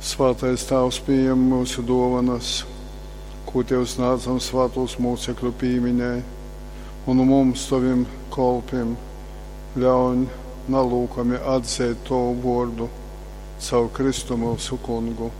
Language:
Latgalian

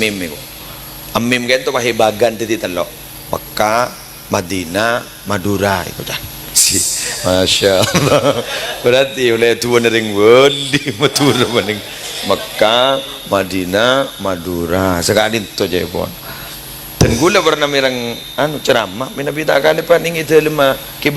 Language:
Madurese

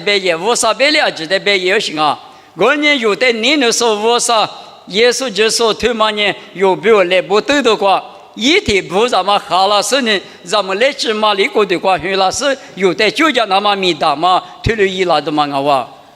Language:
Lisu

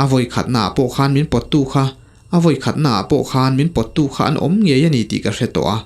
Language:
Mizo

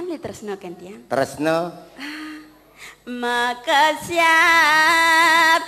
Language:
Balinese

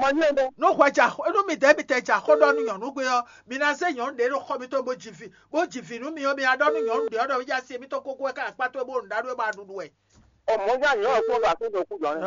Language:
Fon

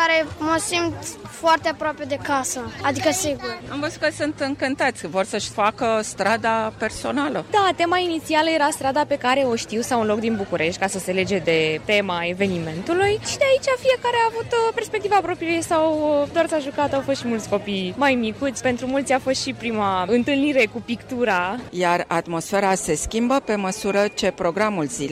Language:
Romanian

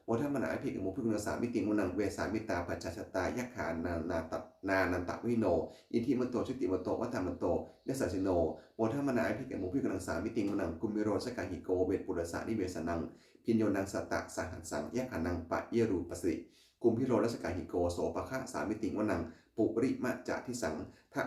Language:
Pali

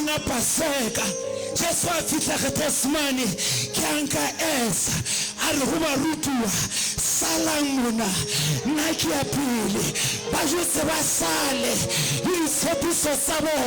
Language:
Southern Sotho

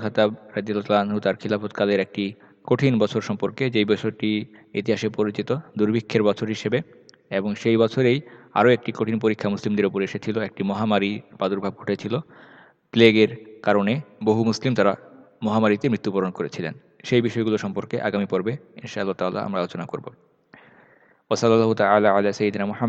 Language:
Bangla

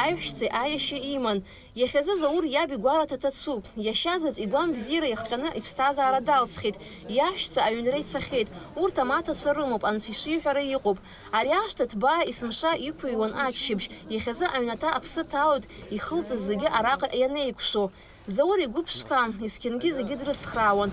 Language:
Abkhazian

